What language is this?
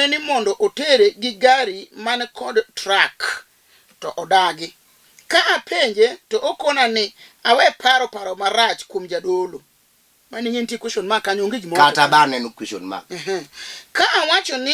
Luo (Kenya and Tanzania)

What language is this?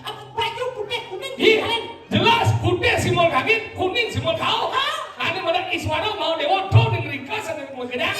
Balinese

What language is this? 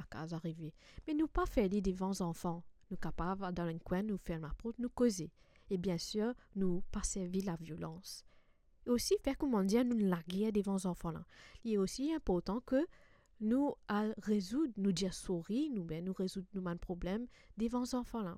Morisyen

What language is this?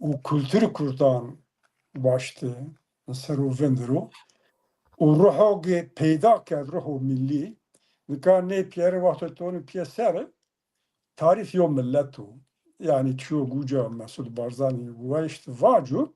Zaza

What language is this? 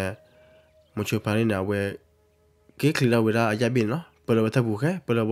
S'gaw Karen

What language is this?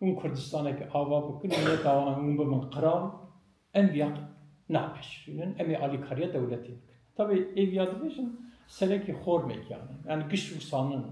Kurdish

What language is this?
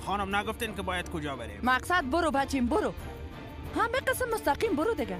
Persian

